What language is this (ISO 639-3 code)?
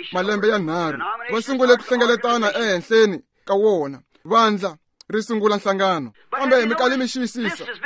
tso